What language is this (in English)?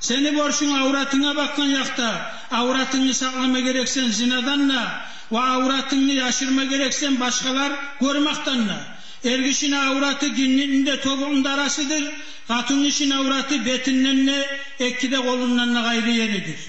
Kumyk